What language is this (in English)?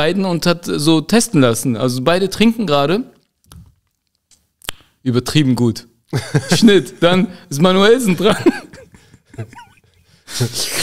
German